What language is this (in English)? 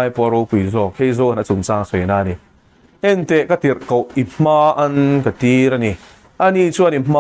Mizo